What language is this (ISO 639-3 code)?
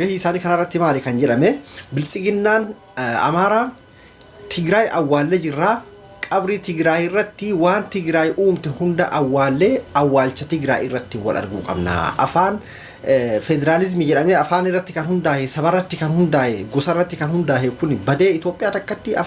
orm